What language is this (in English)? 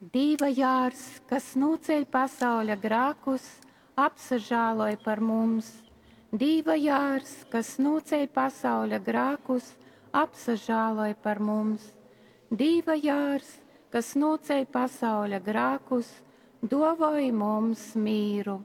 Latgalian